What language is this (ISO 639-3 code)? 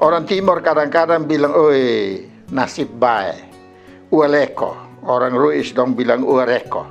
mkn